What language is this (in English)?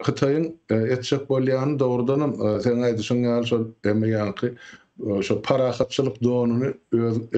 Turkmen